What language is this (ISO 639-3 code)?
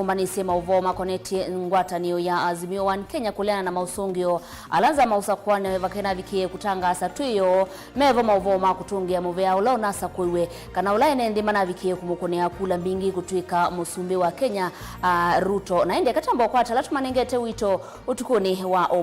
kam